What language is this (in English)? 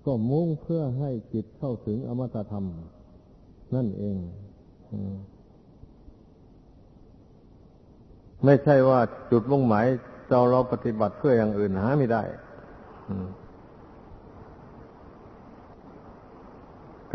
Thai